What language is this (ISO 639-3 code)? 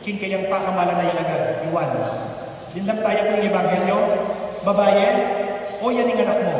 pam